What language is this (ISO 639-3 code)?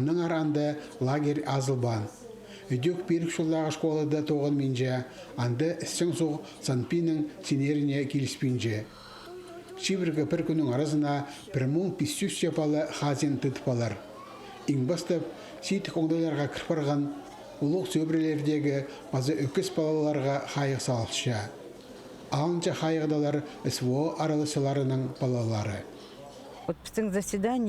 kjh